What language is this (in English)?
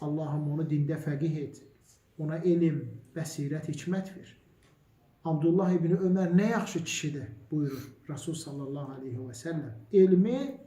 Azerbaijani